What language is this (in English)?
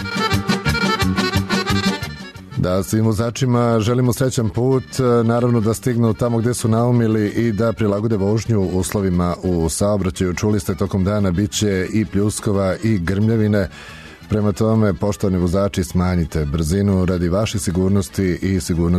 Serbian